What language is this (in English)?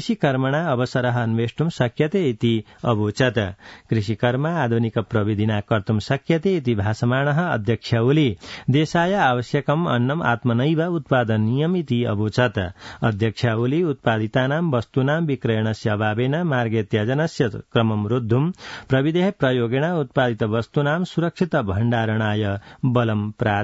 Sanskrit